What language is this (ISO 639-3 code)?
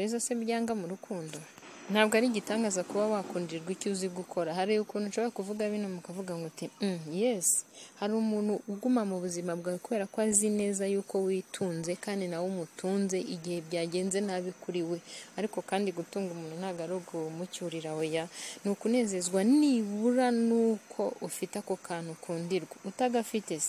kin